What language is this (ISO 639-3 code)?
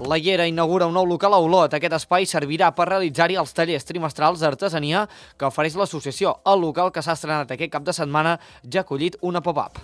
cat